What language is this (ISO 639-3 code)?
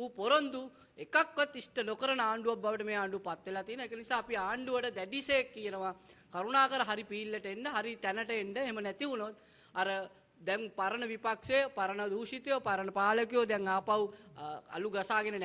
sin